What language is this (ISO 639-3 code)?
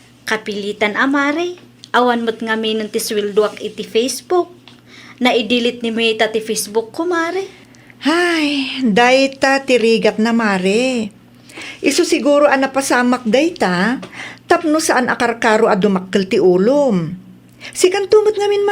ilo